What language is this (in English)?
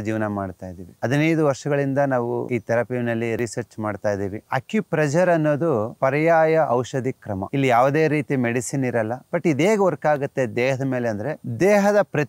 Kannada